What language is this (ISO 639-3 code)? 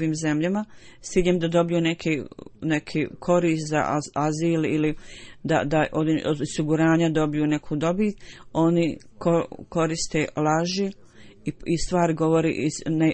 bos